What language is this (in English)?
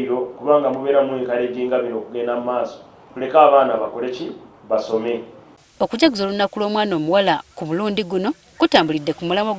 Ganda